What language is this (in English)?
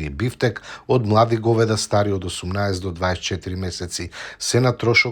Macedonian